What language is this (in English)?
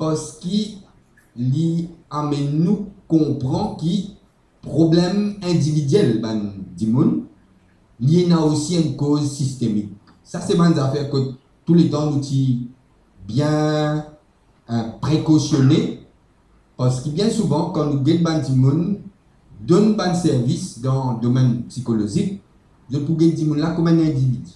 Morisyen